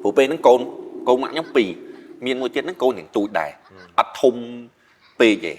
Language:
Khmer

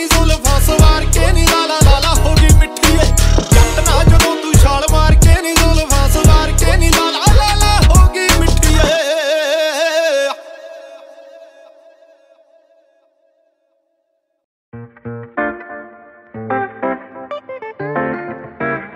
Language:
Punjabi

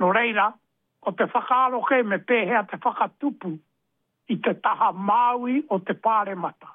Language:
Māori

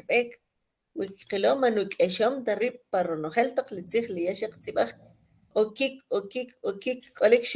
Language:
Kʼicheʼ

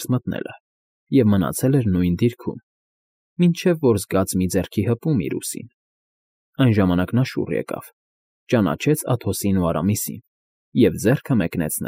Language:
Armenian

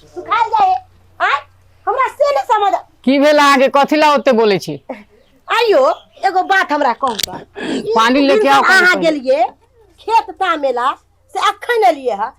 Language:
Maithili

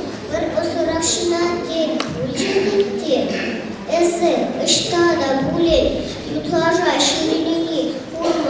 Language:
Chuvash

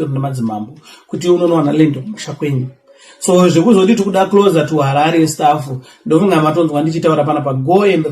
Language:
Shona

